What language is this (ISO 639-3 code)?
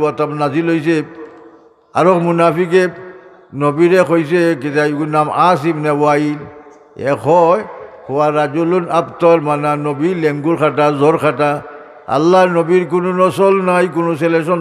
syl